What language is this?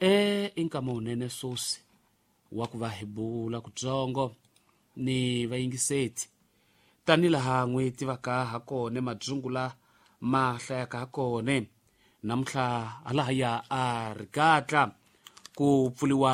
Tsonga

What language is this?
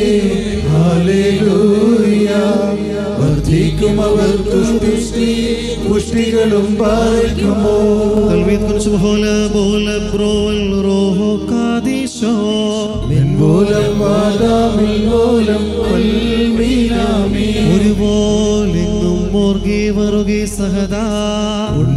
Malayalam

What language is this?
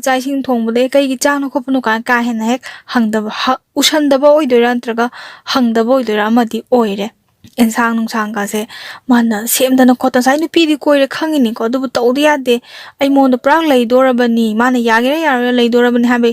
Manipuri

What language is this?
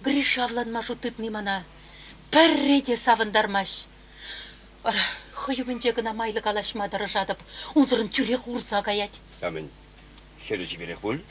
Chuvash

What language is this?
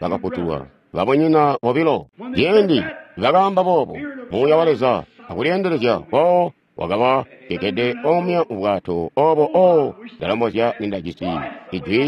Tonga (Zambia)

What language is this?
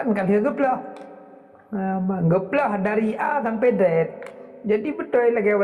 Achinese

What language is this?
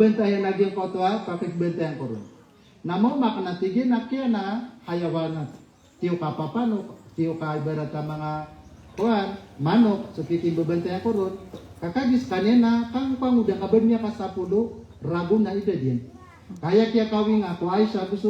Maranao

